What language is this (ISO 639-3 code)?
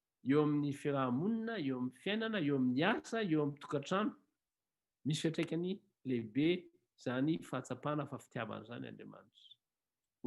mlg